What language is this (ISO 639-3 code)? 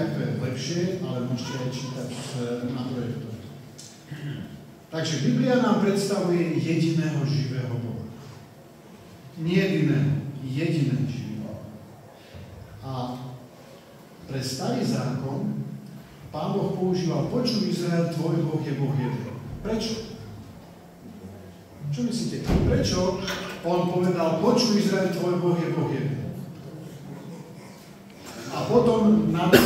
slk